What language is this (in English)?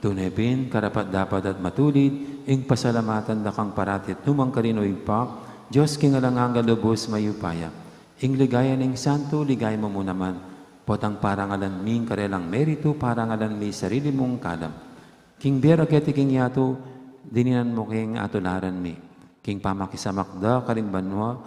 Pampanga